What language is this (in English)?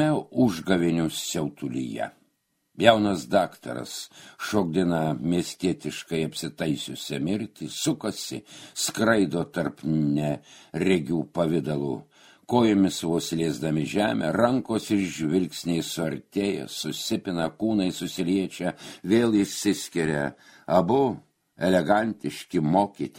Lithuanian